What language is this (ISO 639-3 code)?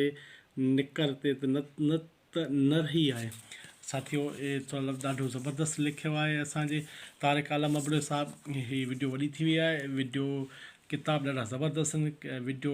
snd